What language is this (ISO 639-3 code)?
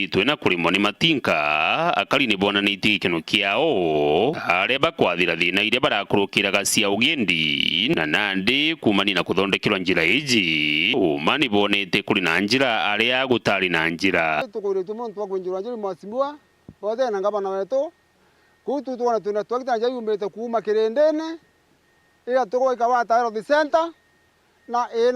mer